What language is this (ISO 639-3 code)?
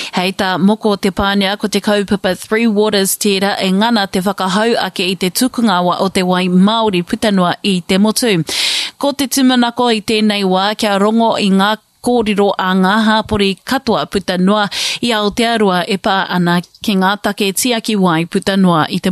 mri